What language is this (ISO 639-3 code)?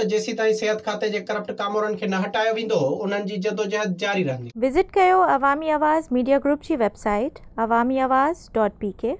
snd